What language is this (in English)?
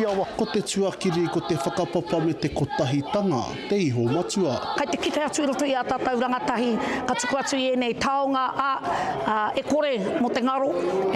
Māori